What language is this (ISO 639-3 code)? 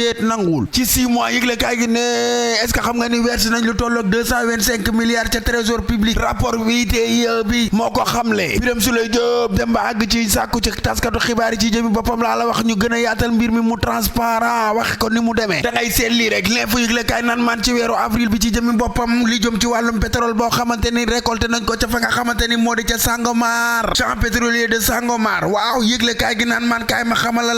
wol